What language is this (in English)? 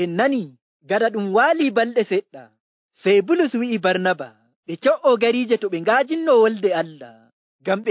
Nigerian Fulfulde